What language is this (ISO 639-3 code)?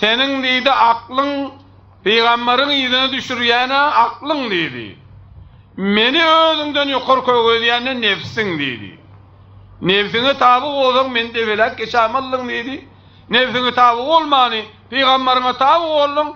tuk